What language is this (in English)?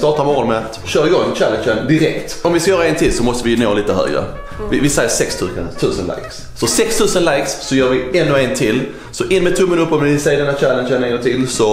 Swedish